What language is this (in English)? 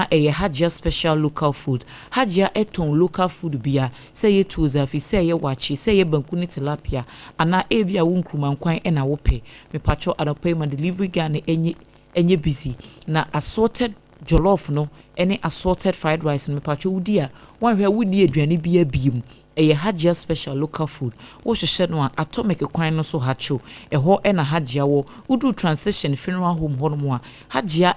Akan